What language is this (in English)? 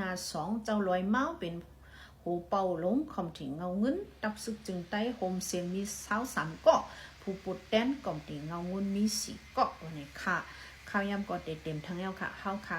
Shan